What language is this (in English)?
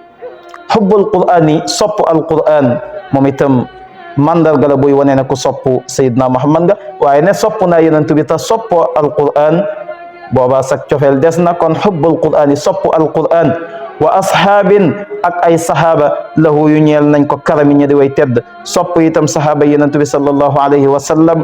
Wolof